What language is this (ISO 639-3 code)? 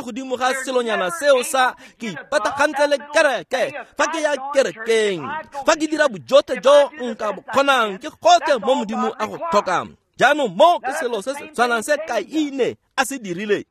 tsn